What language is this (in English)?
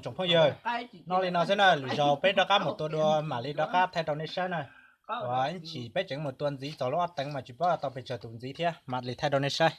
Hmong